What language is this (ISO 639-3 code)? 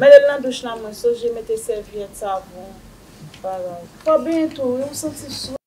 hat